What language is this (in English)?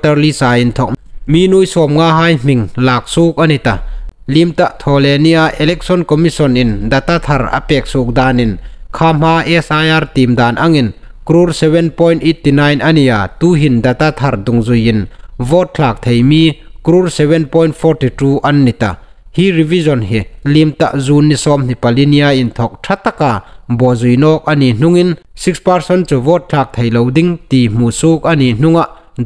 Hmar